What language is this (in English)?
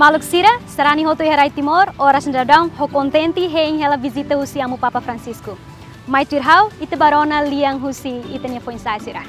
Tetum